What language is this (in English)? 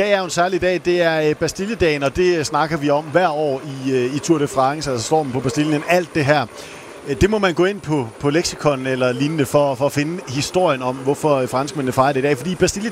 Danish